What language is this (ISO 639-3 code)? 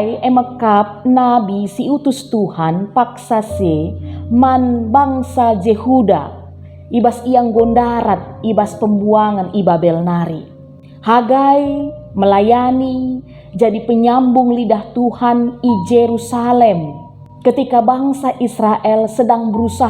btx